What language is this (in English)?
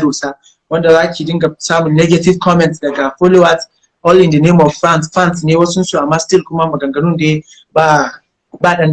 Hausa